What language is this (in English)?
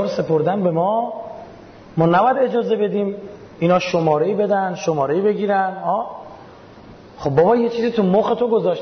Persian